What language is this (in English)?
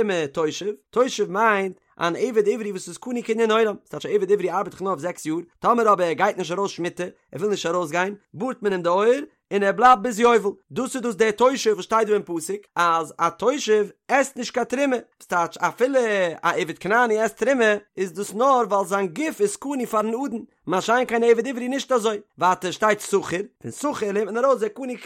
Yiddish